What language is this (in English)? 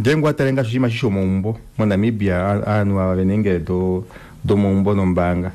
Kuanyama